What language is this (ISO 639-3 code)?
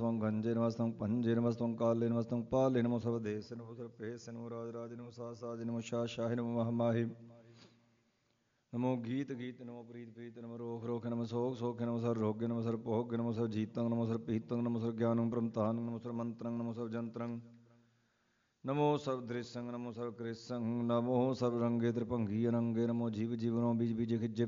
pan